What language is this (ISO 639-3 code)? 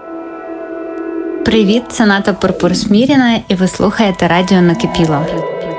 ukr